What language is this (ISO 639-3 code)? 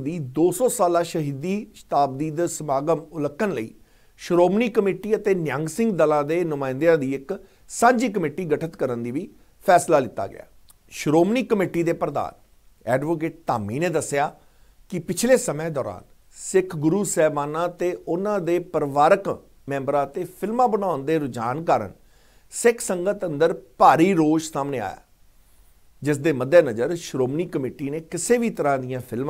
pan